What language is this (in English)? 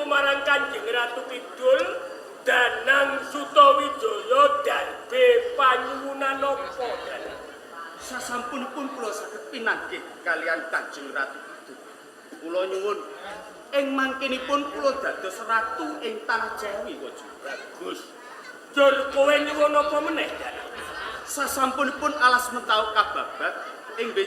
Javanese